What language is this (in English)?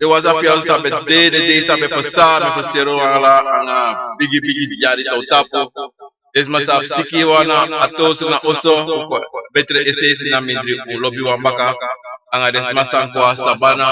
Sranan Tongo